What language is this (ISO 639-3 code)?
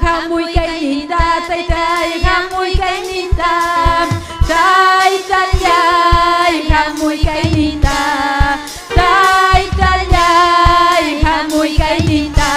quy